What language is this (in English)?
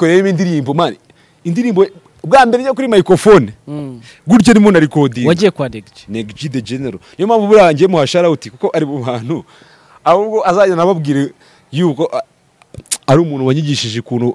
Kinyarwanda